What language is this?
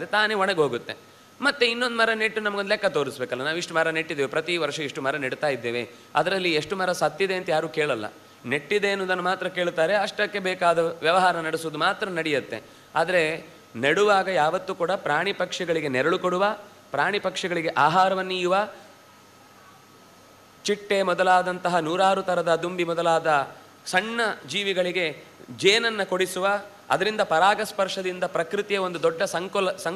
Kannada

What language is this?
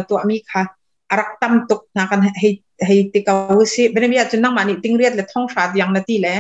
Hakha Chin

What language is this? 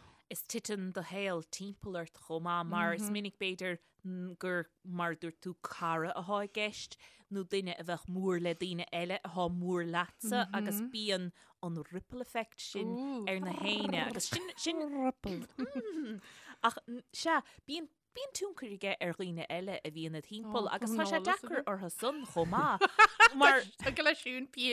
Irish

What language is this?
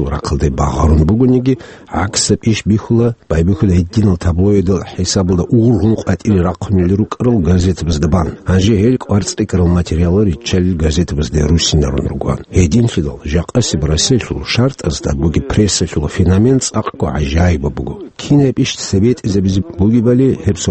Avaric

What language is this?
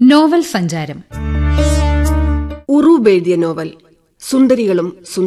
Malayalam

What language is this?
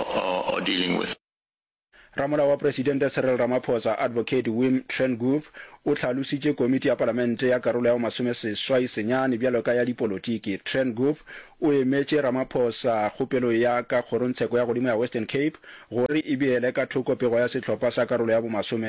Northern Sotho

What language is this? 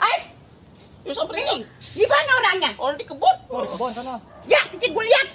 Betawi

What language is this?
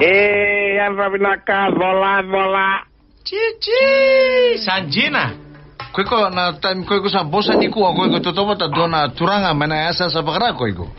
Fijian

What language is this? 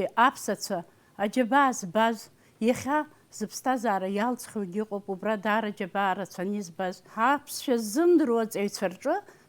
Abkhazian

